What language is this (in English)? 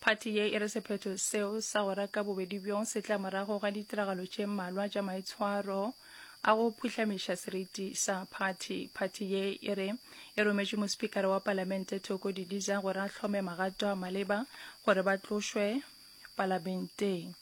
Northern Sotho